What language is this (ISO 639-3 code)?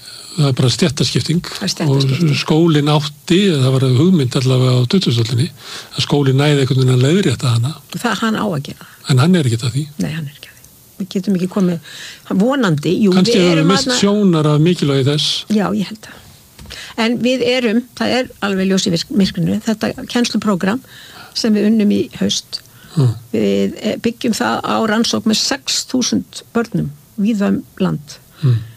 isl